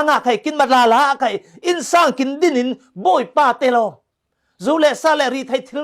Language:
Falam Chin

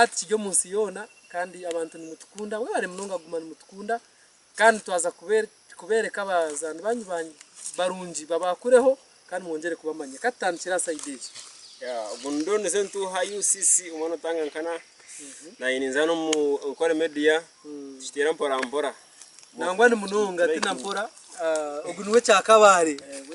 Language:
Nyankole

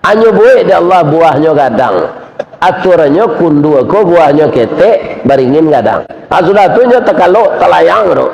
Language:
Minangkabau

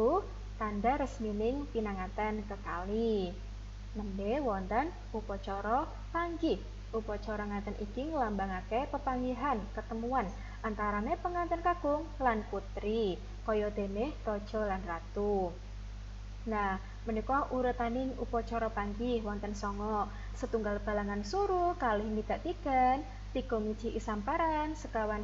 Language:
Javanese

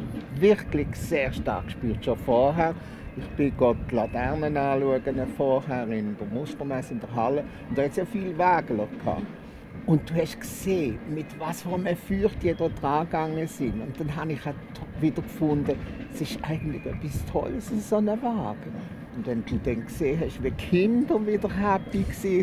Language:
Swiss German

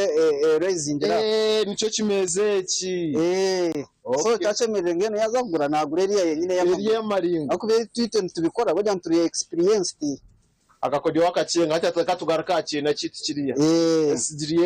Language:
Nyankole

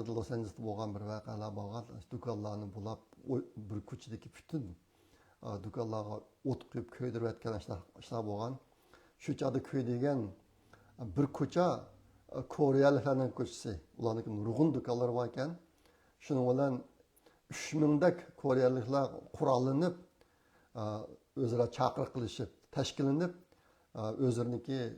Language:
Uyghur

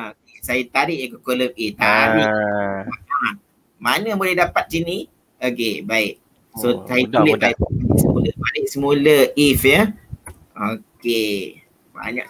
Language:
Malay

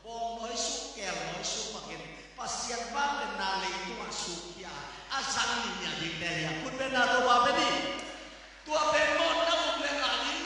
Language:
Tedim Chin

